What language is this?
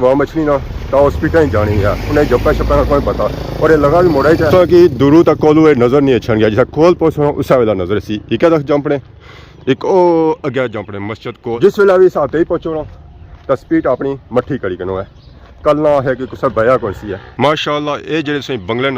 Pahari-Potwari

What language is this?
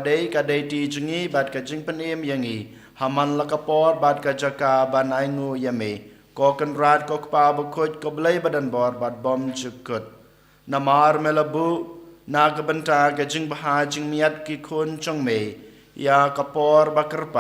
Khasi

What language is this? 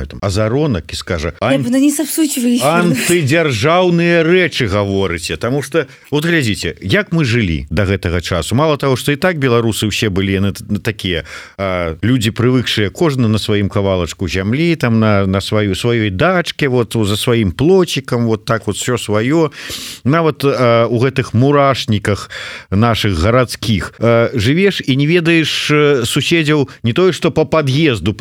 Belarusian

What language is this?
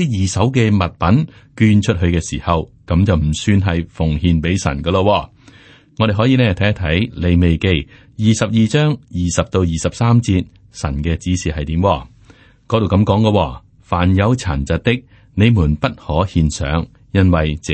Cantonese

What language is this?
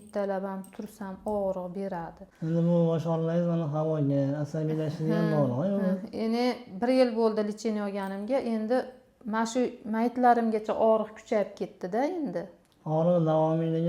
Uzbek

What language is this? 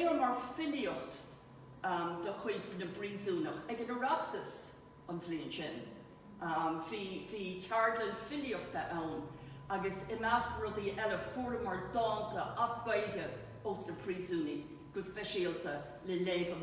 Irish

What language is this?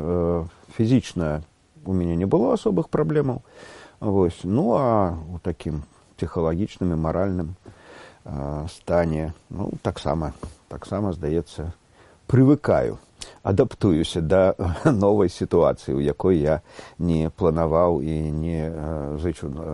Belarusian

